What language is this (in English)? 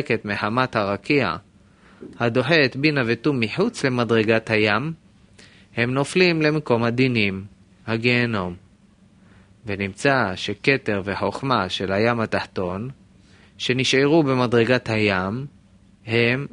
Hebrew